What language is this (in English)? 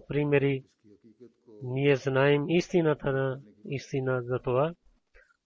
Bulgarian